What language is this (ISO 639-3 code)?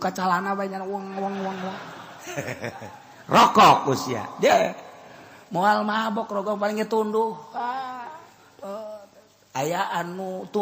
sun